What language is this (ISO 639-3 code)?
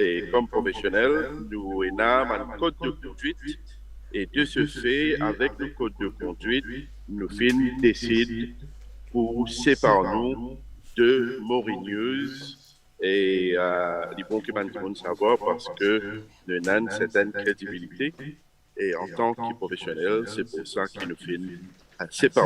mfe